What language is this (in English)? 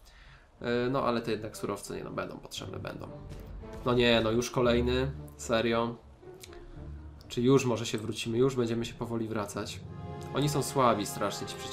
Polish